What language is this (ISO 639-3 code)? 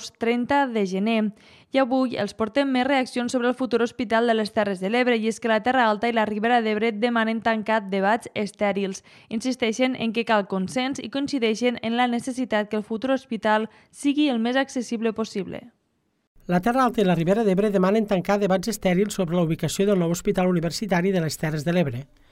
cat